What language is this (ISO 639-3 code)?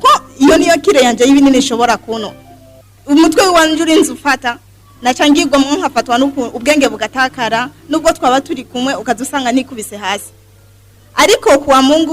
run